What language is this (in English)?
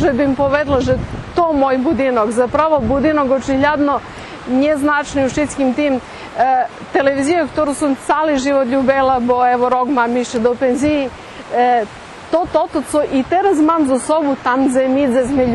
Rusyn